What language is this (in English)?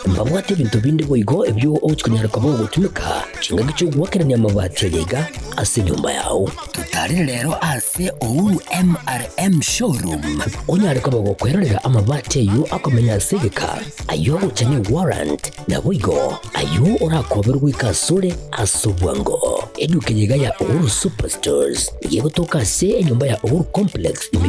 Gusii